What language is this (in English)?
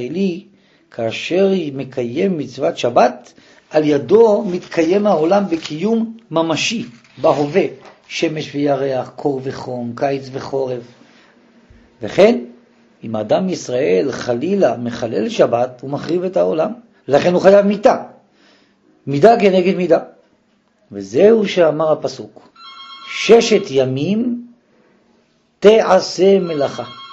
Hebrew